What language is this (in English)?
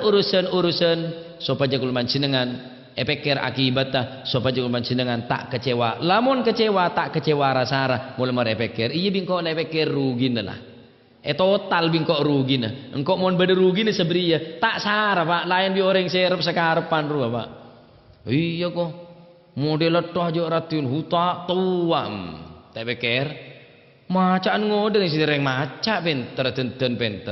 Madurese